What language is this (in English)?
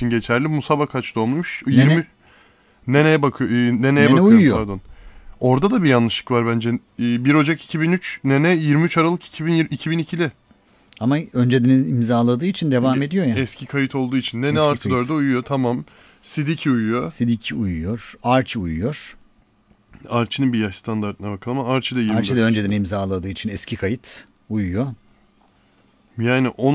Turkish